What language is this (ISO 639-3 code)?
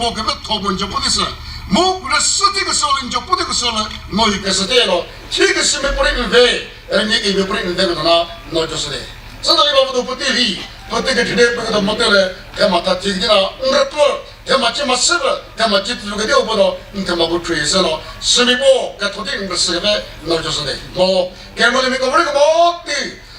nri